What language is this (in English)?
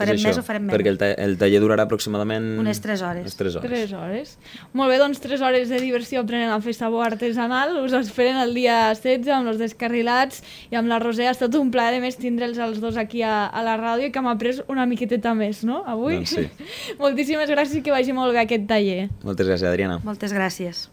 Catalan